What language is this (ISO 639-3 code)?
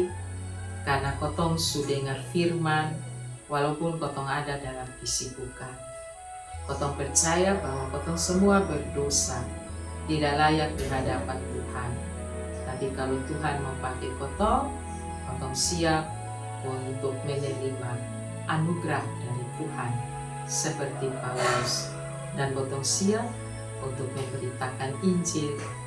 mkn